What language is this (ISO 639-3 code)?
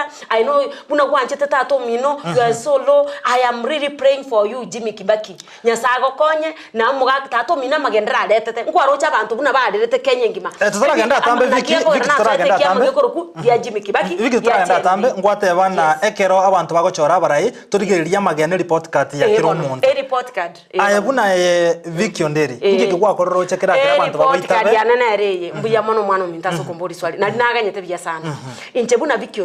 guz